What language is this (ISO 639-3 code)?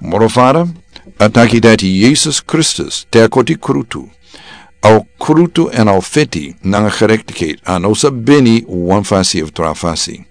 srn